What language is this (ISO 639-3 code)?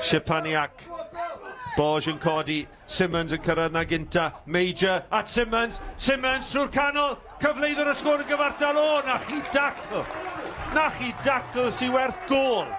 cym